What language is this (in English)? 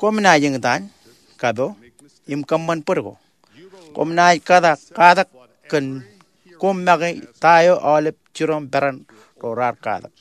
Marshallese